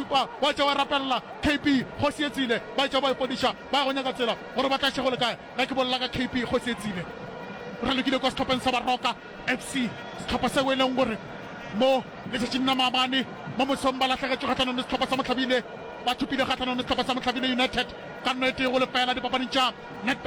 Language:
Northern Sotho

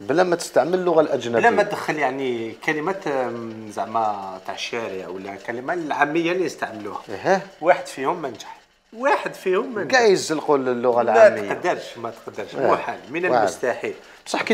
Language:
Algerian Arabic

